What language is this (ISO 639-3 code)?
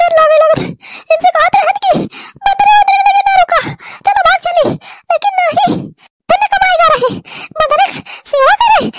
awa